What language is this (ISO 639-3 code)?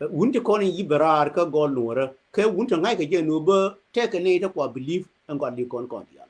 nus